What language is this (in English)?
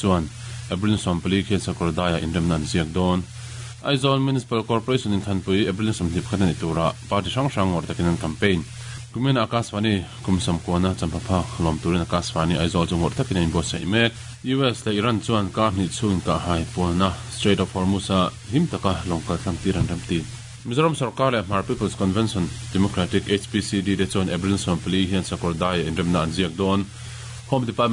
Mizo